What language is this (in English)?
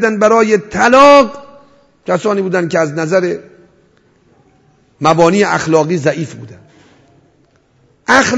Persian